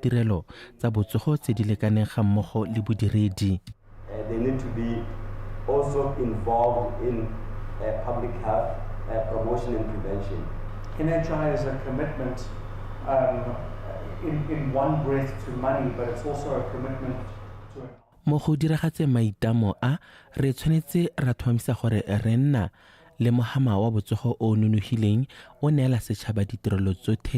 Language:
Tswana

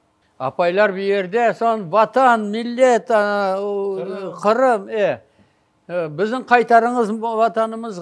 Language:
Crimean Tatar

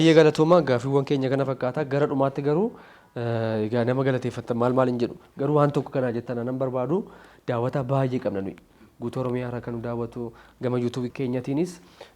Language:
Oromo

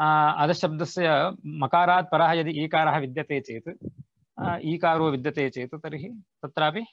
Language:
Sanskrit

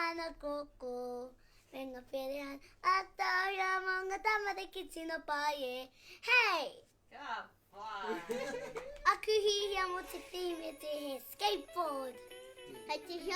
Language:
Māori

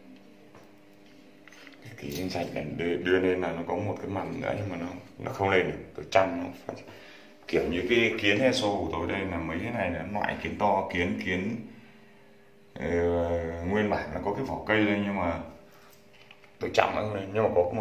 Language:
Vietnamese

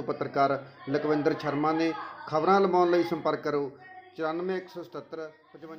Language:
Punjabi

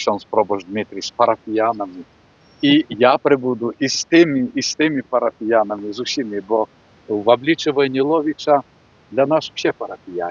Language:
Belarusian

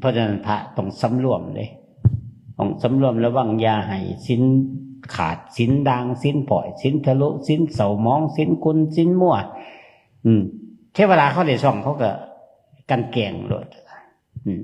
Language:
Northeastern Thai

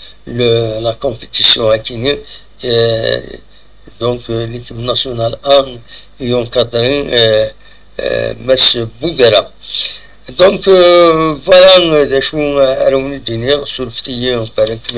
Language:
Kabyle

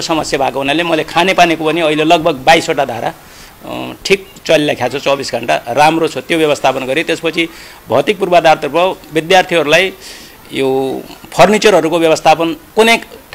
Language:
Nepali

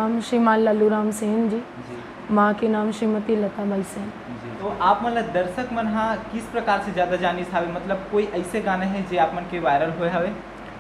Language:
Chhattisgarhi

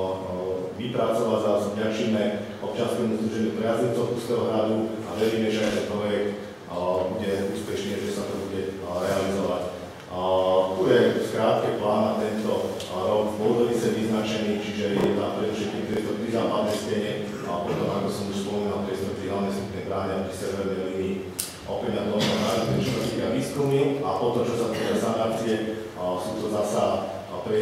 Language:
Slovak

